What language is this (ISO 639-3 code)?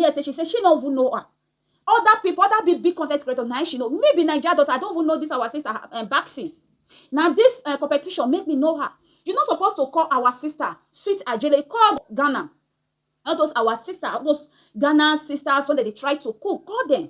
pcm